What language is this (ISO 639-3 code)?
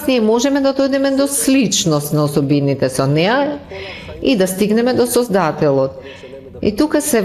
mkd